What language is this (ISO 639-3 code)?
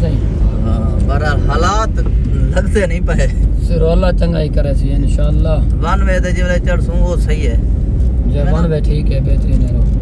skr